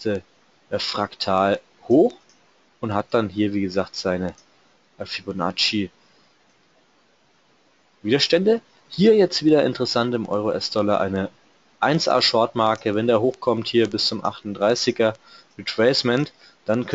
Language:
German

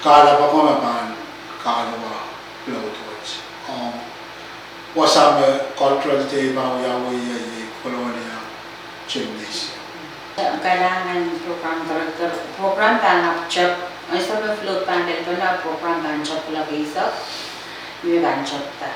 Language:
Pohnpeian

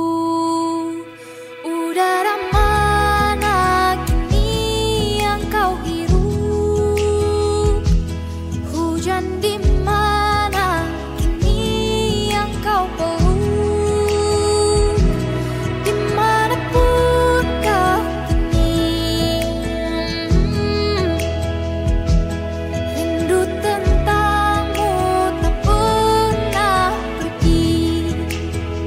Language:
Indonesian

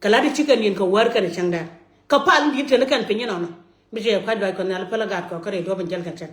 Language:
Nuer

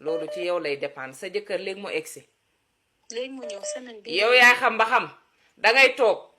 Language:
Wolof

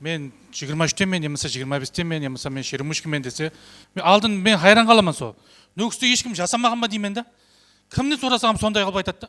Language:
Kara-Kalpak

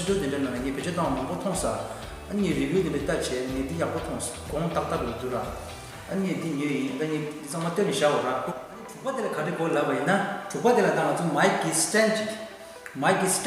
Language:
Tibetan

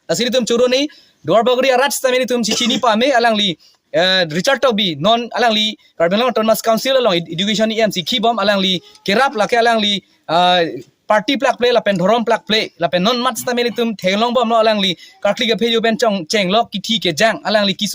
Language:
Karbi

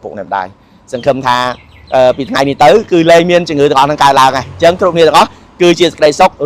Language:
Khmer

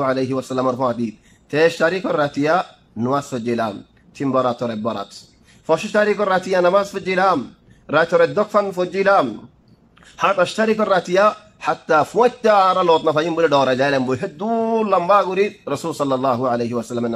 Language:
Rohingya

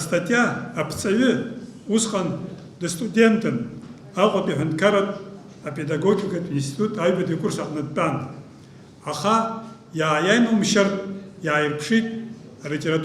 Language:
Abkhazian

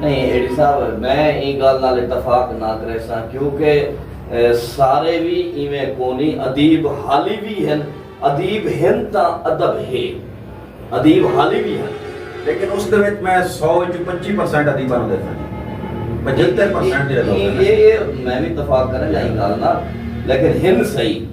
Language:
Saraiki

